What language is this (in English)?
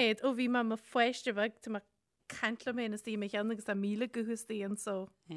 Irish